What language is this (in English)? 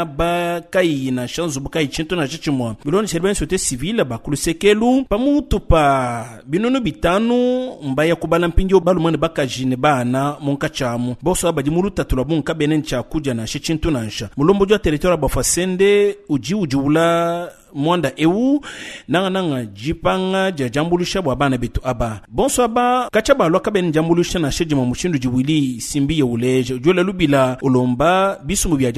Luba-Lulua